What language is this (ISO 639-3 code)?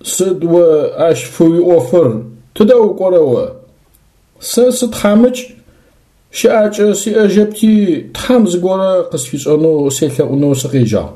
ady